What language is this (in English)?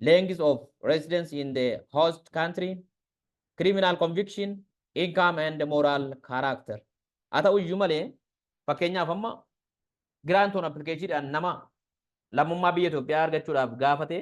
Oromo